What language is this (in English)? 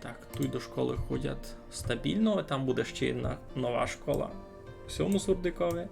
Rusyn